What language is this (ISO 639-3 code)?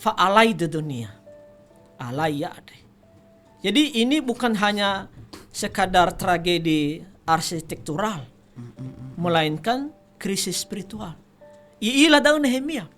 nia